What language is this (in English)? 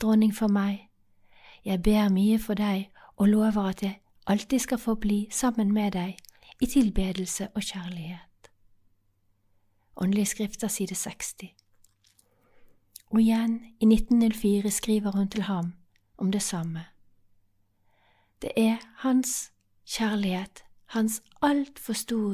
Norwegian